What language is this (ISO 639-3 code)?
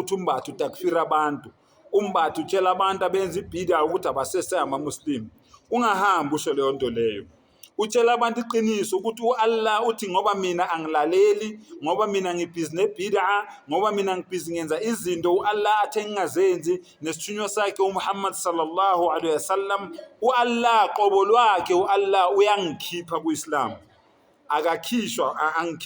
zul